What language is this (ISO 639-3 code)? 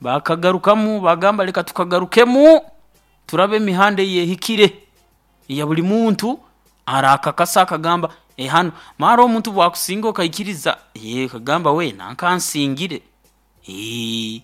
nyo